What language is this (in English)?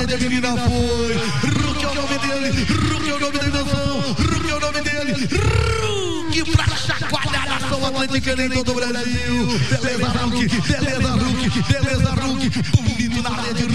Portuguese